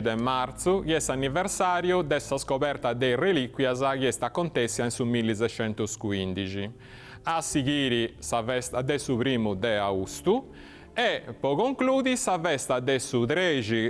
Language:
Sardinian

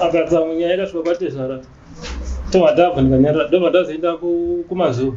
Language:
Shona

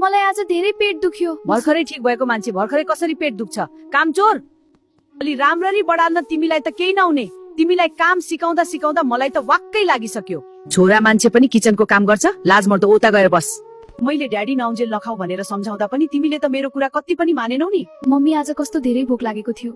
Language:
Nepali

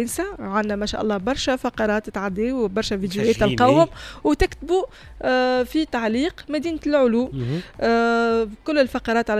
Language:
Tunisian Arabic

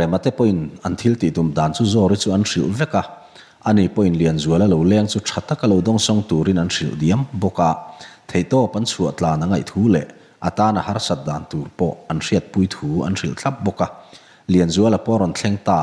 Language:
Mizo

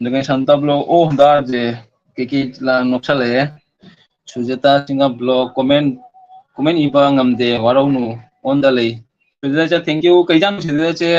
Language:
Manipuri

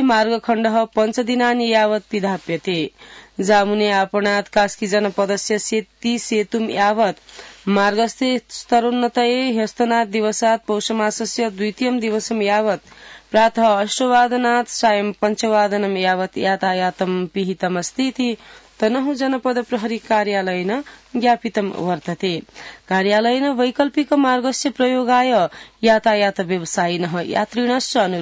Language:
Sanskrit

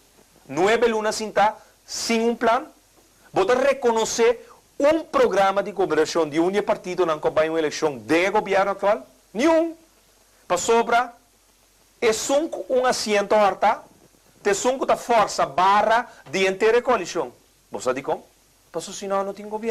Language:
Papiamento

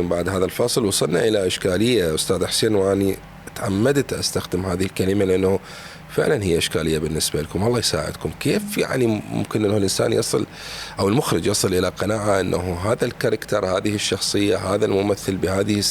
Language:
Mesopotamian Arabic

